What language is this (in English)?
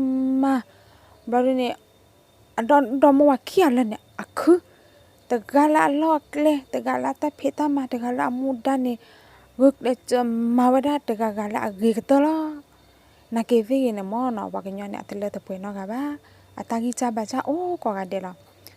S'gaw Karen